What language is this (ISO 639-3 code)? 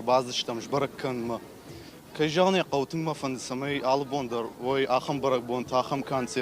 oss